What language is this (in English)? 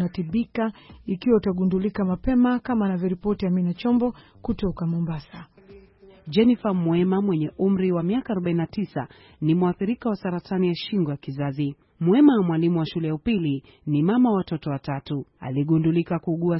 Swahili